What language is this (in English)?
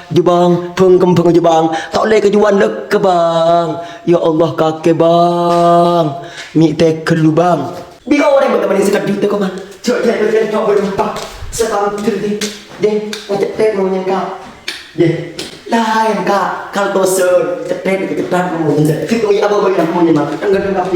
Madurese